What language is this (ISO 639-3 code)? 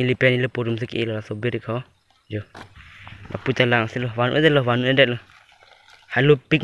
mjw